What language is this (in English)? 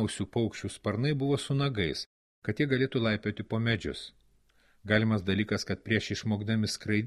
Lithuanian